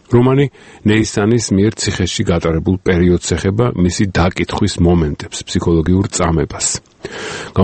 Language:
Georgian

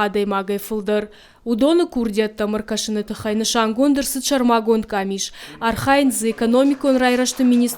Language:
Ossetic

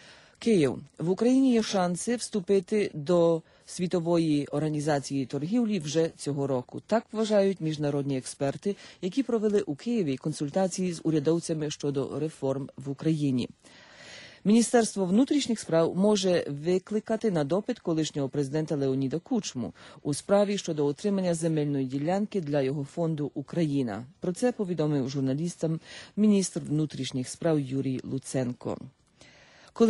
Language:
Ukrainian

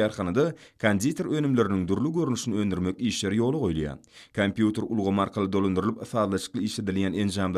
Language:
Turkmen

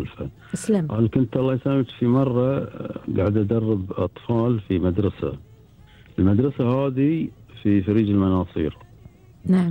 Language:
Gulf Arabic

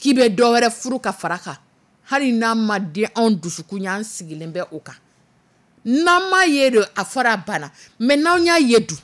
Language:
Dyula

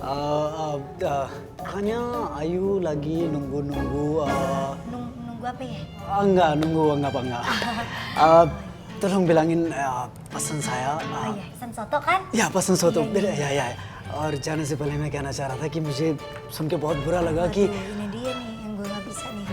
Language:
Betawi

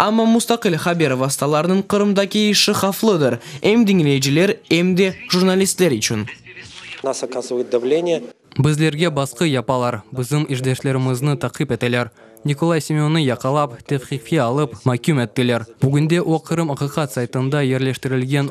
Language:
Crimean Tatar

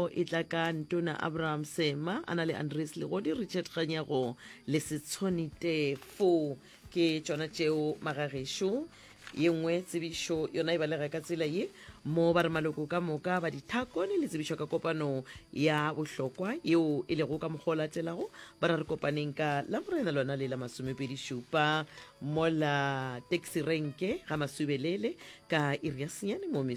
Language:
Northern Sotho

